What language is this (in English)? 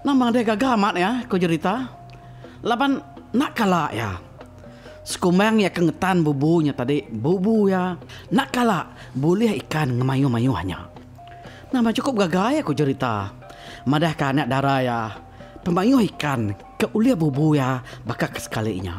Iban